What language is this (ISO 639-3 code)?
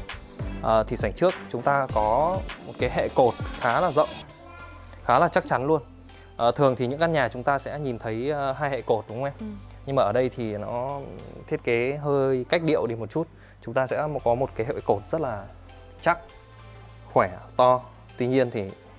vie